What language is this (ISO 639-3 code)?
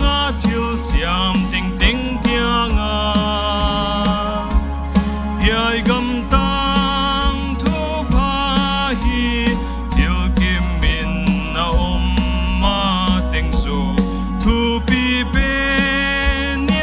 pck